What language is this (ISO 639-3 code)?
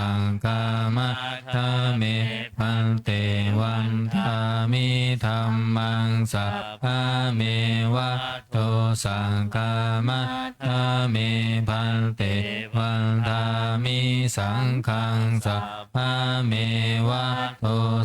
pli